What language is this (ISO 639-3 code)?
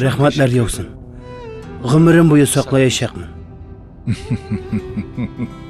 tat